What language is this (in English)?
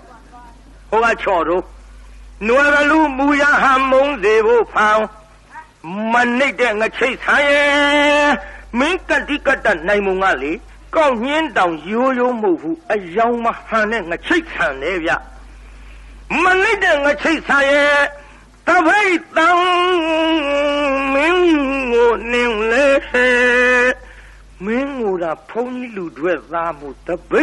Burmese